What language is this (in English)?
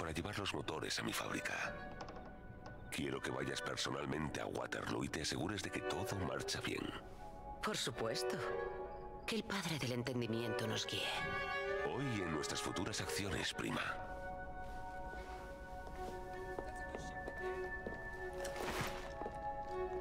Spanish